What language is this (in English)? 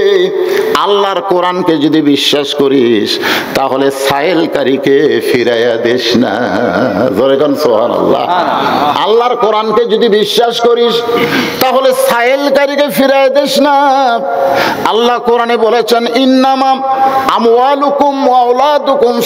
Bangla